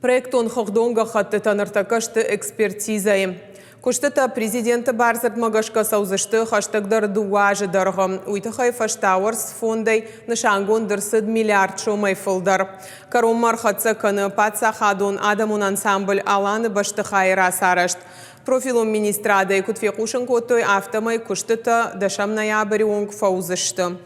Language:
Ossetic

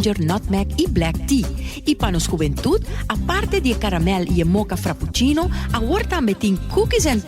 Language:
Papiamento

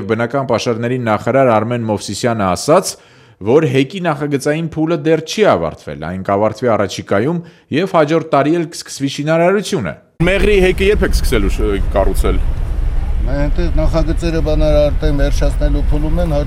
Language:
Armenian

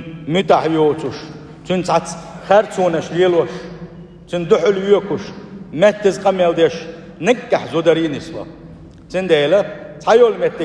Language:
Chechen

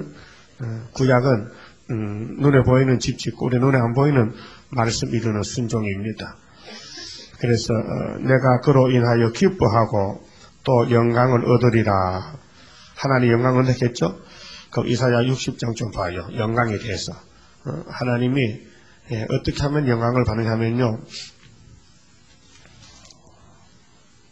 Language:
Korean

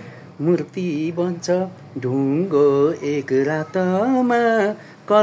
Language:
Nepali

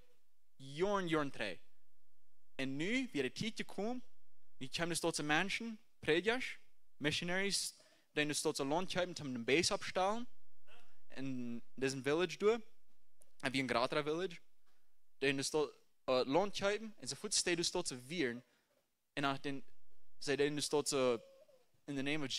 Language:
Plautdietsch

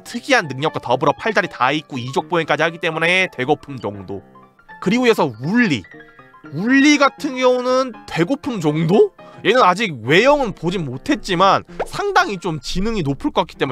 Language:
Korean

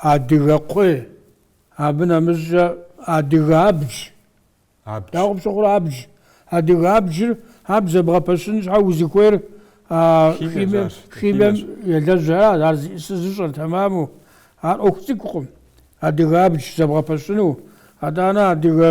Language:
Kabardian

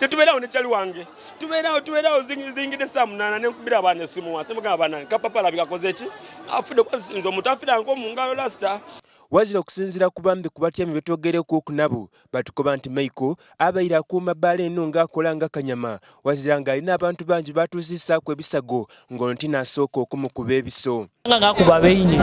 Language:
Soga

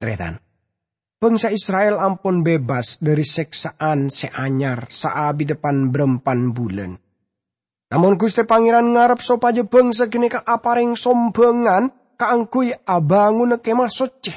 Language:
Madurese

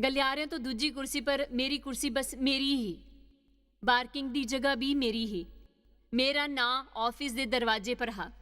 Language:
Dogri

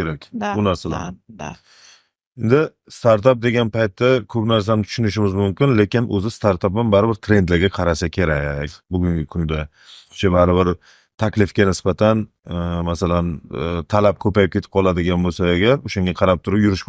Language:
Uzbek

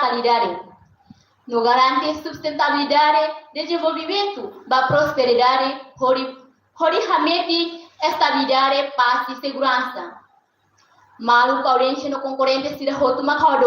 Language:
Tetum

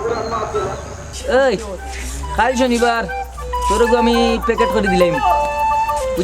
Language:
Sylheti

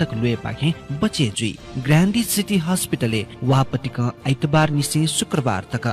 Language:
Newari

